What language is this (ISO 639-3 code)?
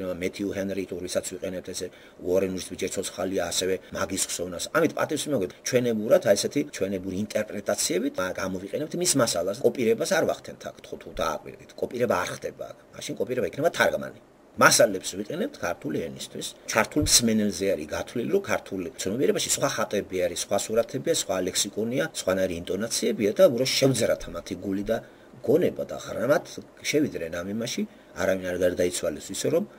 kat